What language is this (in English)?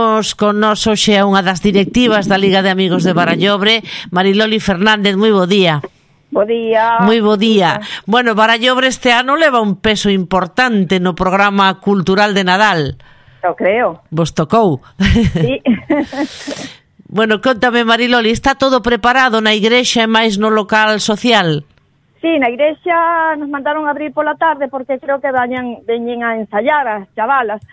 Galician